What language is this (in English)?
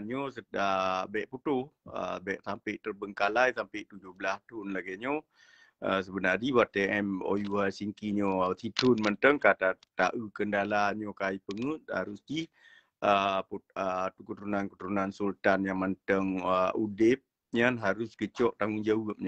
Achinese